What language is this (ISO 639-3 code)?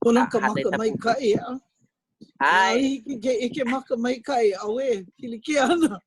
haw